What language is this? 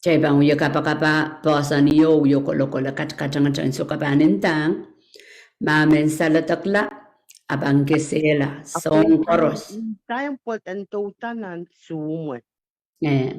Pohnpeian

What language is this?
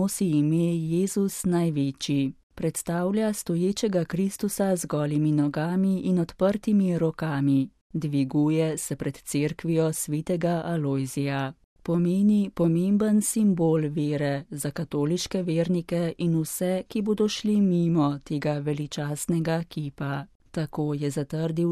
Slovenian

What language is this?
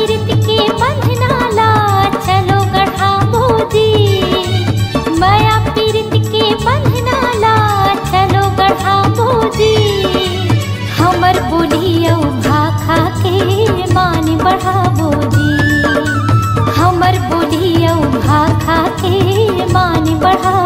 Chhattisgarhi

